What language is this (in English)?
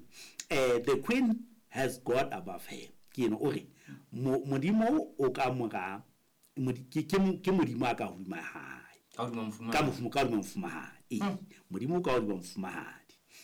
Southern Sotho